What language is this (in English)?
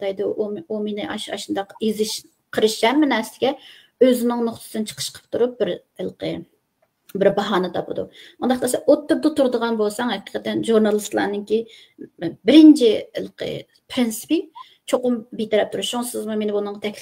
Uyghur